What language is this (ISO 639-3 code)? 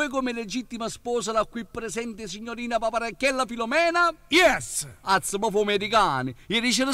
nap